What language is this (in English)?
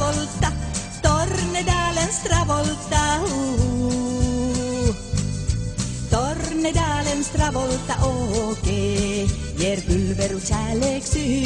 Norwegian